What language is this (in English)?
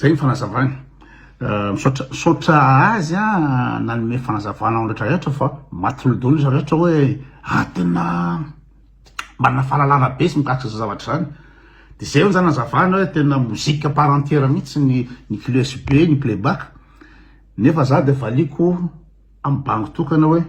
Malagasy